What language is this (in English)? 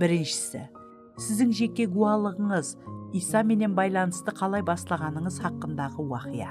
Kara-Kalpak